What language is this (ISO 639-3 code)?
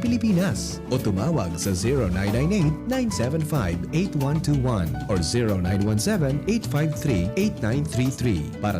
bik